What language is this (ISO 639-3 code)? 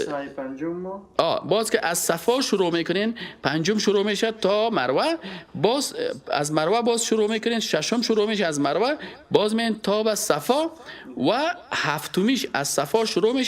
fas